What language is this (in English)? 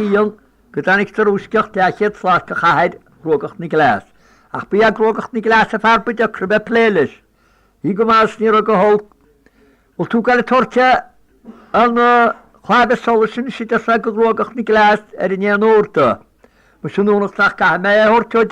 Irish